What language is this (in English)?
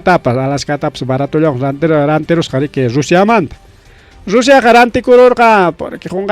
Ayacucho Quechua